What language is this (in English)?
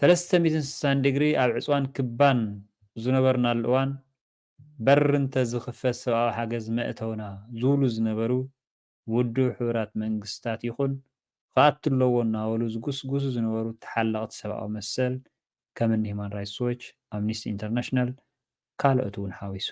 Tigrinya